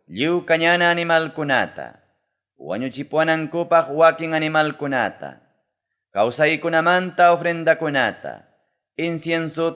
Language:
Ayacucho Quechua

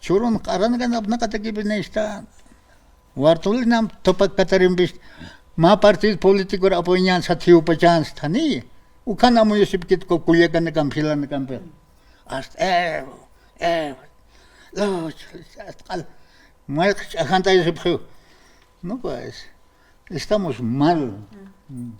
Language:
Aymara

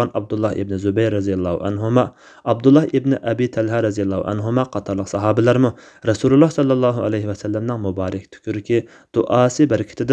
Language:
Uyghur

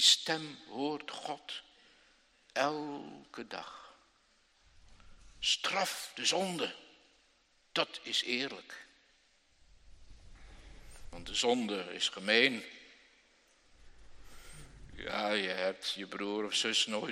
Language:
Dutch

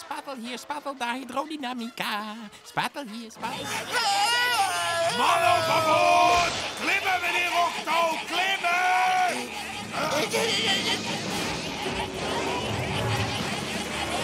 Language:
Dutch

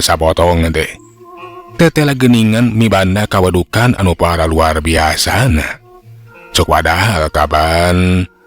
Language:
Sundanese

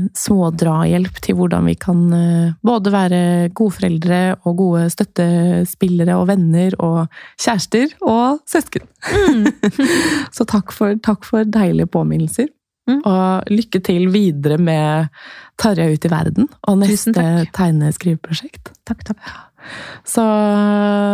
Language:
Norwegian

